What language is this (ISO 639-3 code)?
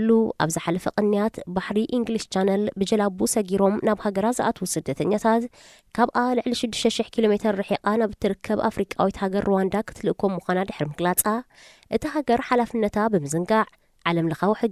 tir